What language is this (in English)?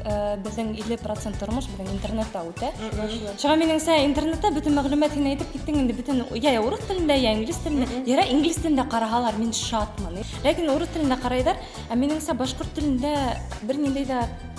Bashkir